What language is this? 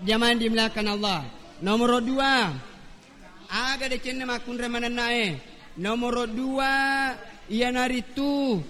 Buginese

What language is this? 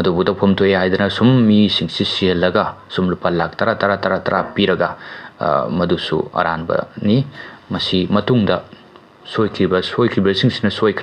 Manipuri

